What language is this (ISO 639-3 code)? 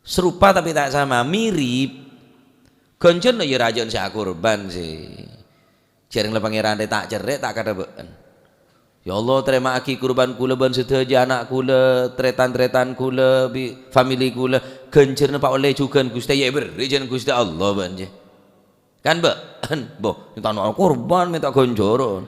mad